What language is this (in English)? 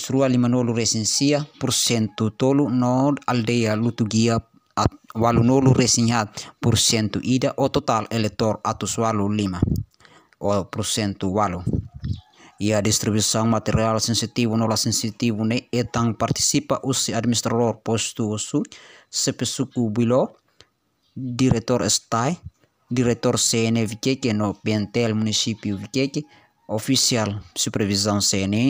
Tetum